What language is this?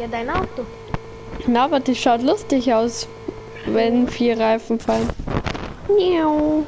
Bavarian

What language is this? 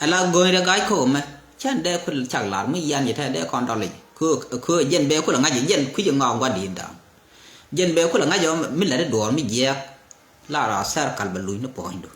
Nuer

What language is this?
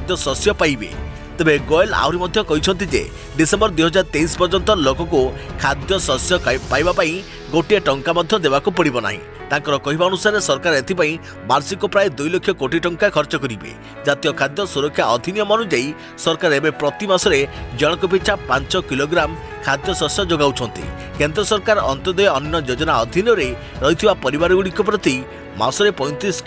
Odia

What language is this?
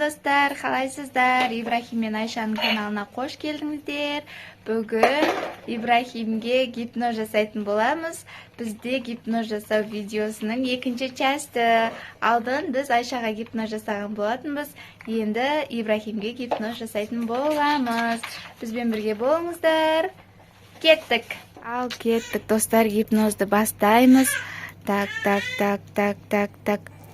Kazakh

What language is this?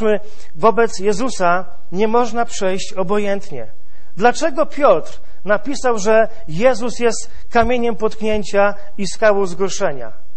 Polish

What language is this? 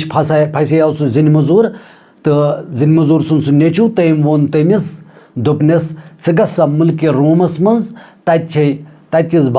Kashmiri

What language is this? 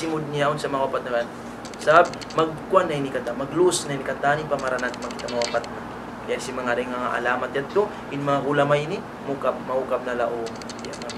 Tausug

